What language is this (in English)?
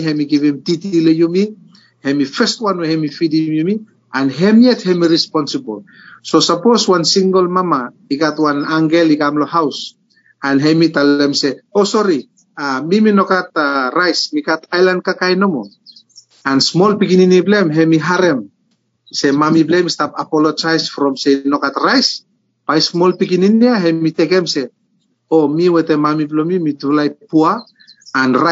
Bislama